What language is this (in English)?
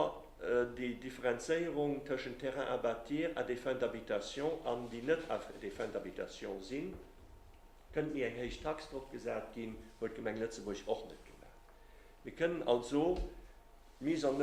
Luxembourgish